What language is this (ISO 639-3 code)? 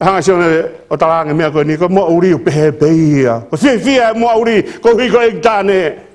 ton